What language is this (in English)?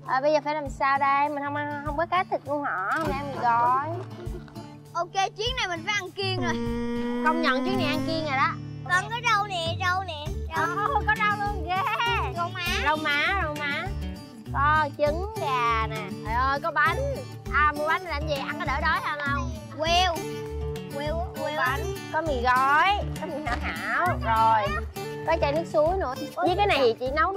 Vietnamese